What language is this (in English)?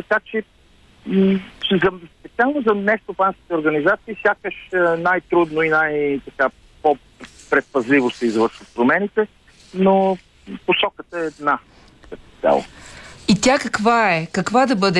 Bulgarian